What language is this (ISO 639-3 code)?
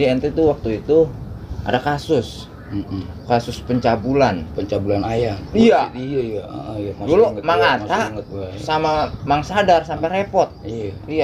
bew